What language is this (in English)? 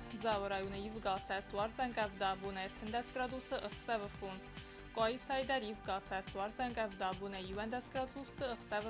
Ossetic